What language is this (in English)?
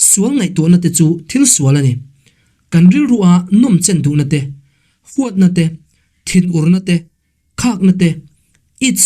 Mizo